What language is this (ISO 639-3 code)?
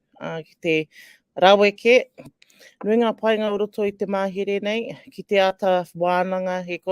mri